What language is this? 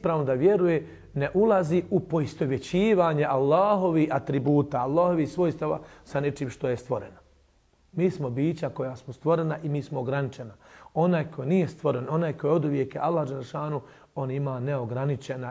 Bosnian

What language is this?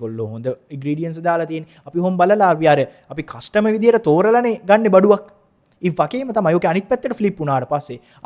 Sinhala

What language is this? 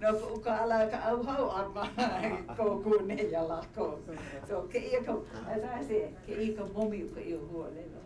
Hawaiian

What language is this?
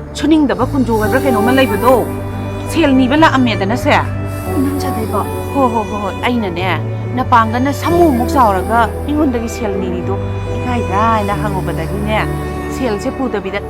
Manipuri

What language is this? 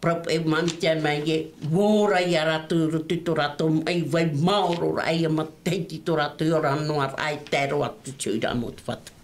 Tahitian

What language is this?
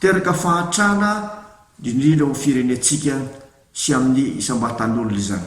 Malagasy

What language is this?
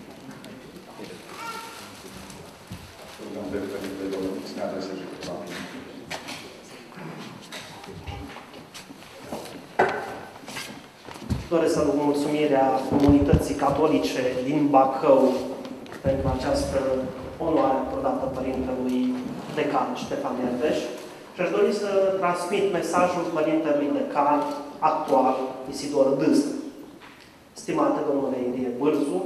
Romanian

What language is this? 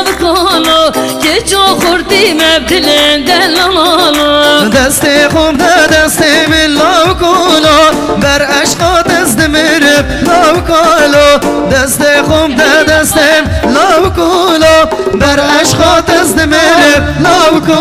Kurdish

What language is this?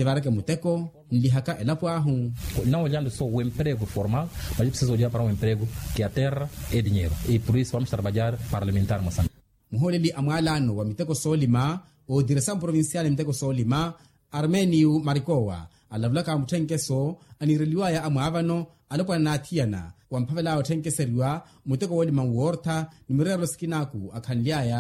Makhuwa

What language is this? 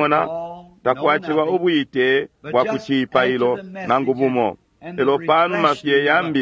Bemba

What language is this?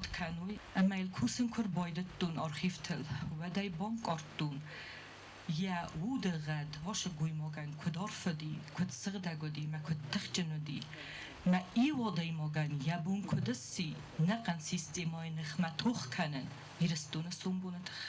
Ossetic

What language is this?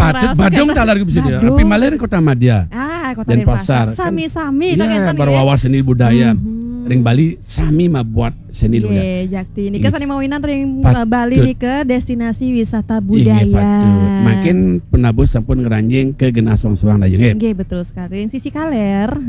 Balinese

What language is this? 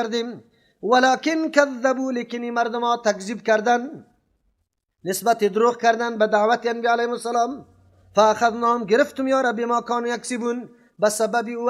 Persian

